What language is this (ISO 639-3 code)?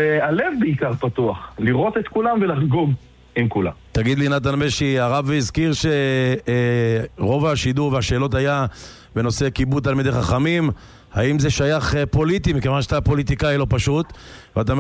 heb